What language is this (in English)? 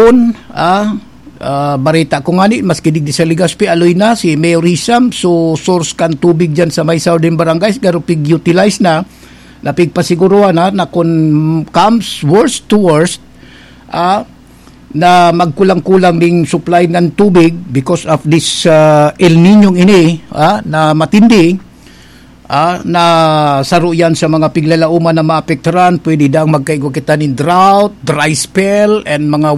Bikol